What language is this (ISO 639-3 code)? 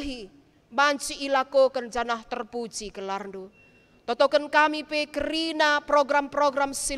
btx